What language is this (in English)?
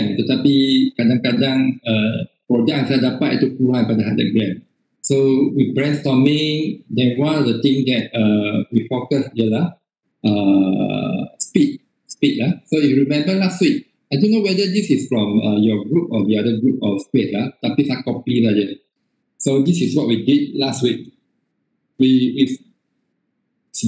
Malay